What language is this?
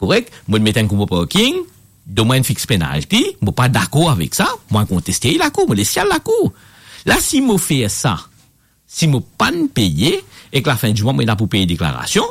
Morisyen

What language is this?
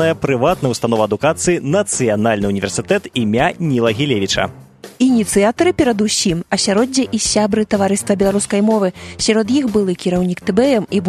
Belarusian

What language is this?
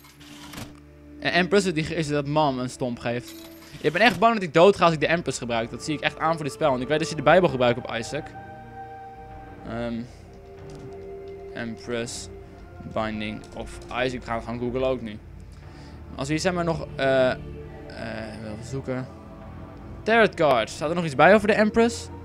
Dutch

